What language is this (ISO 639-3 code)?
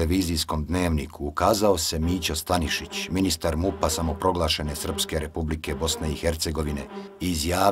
bos